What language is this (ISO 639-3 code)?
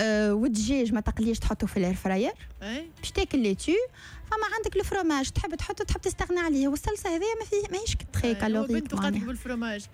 aeb